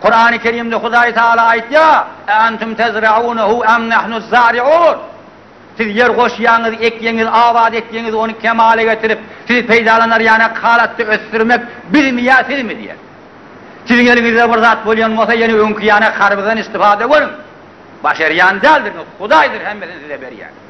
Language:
Turkmen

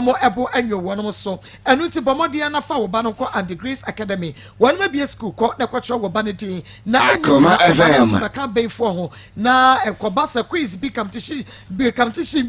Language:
Akan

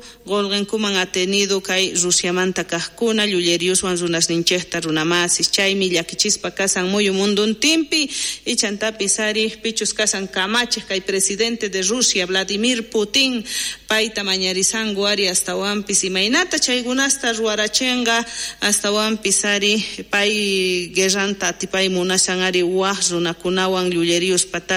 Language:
South Bolivian Quechua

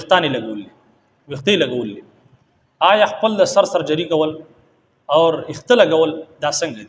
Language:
Pashto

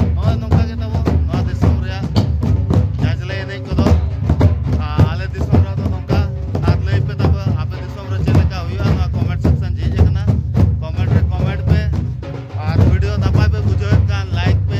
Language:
Santali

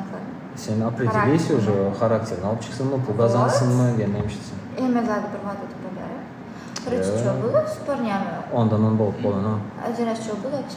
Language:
Turkmen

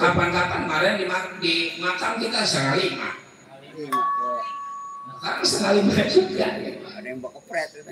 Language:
Betawi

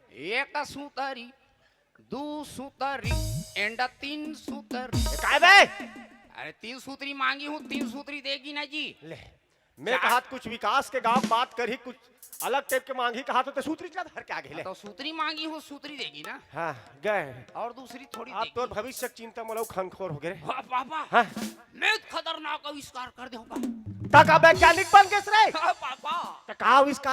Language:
Chhattisgarhi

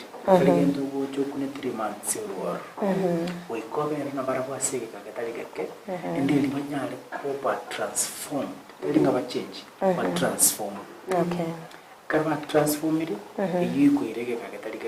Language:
Gusii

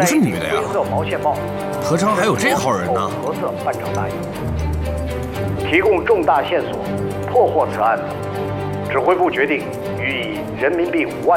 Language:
Chinese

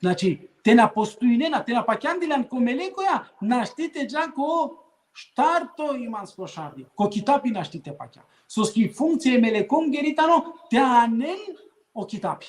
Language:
Balkan Romani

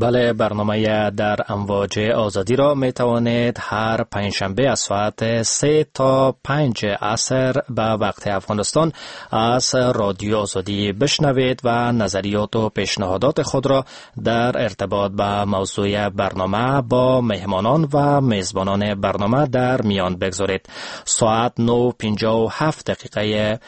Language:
Persian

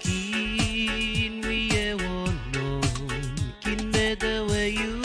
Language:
Pohnpeian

